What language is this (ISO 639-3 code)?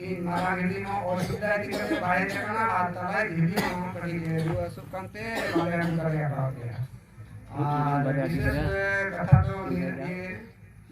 sat